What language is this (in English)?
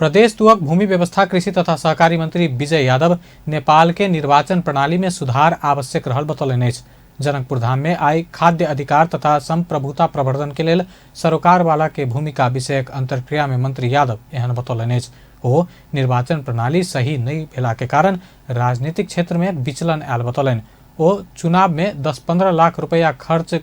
Maithili